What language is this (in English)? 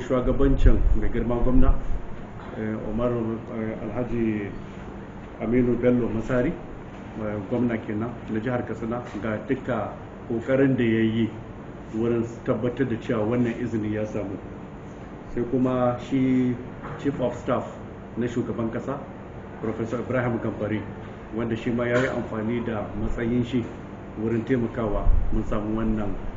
Hausa